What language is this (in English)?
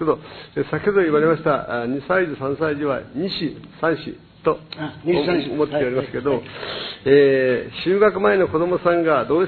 Japanese